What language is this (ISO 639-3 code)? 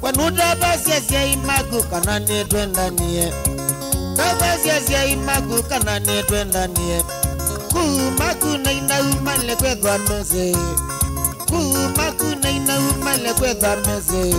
kam